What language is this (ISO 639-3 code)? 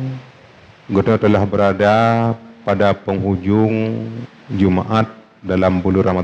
ace